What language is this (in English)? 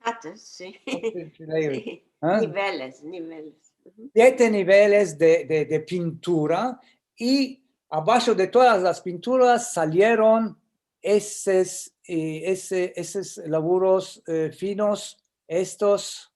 Ladino